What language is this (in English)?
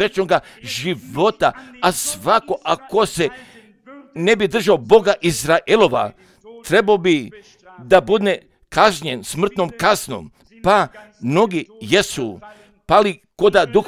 Croatian